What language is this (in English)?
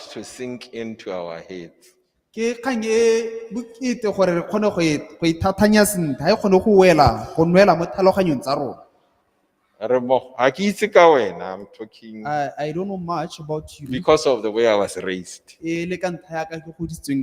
Tswana